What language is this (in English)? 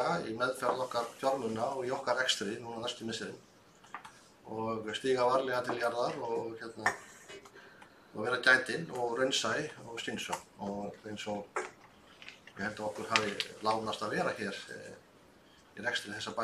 Icelandic